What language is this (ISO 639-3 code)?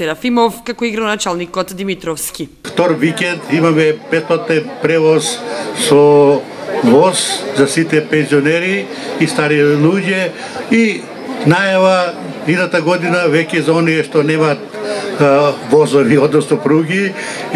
mkd